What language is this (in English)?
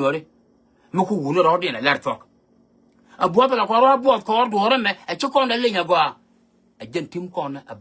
Nuer